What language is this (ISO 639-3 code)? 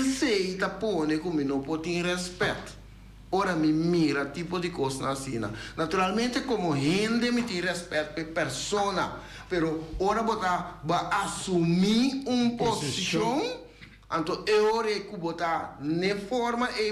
pap